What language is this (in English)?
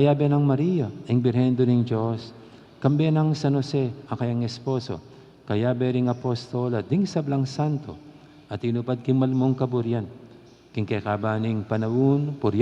Pampanga